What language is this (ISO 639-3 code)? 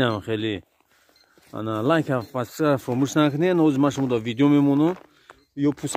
tgk